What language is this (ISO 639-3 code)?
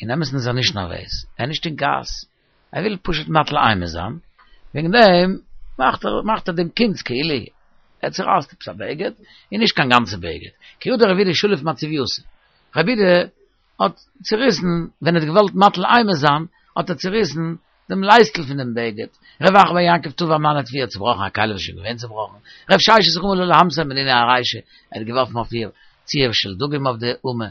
yid